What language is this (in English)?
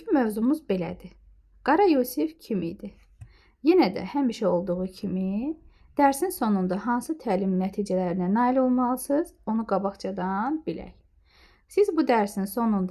Azerbaijani